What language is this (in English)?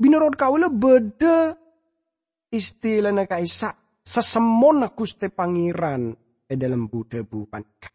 Madurese